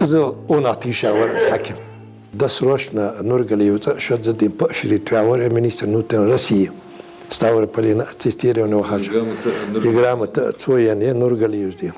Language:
Ingush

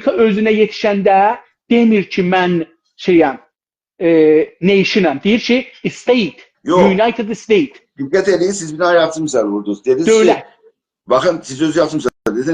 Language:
South Azerbaijani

